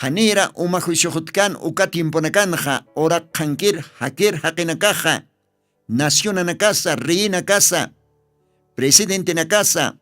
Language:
Aymara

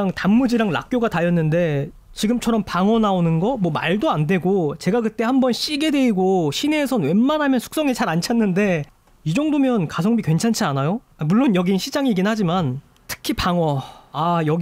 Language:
Korean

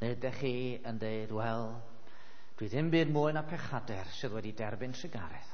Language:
Welsh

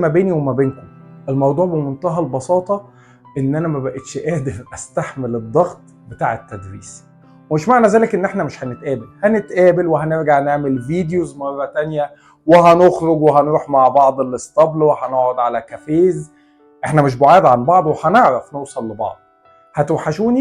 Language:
Egyptian Arabic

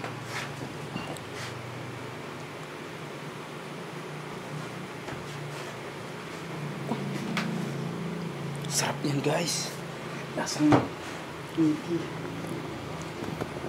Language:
Filipino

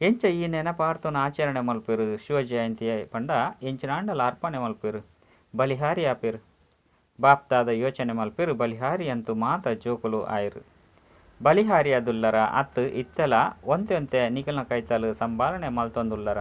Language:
Tulu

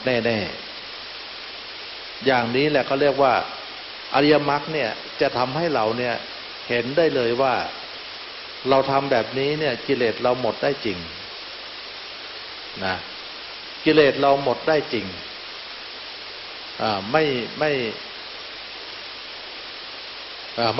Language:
Thai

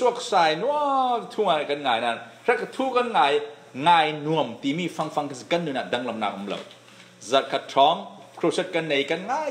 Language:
Falam Chin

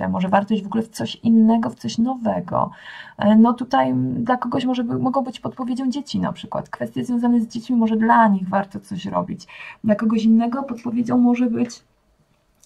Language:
Polish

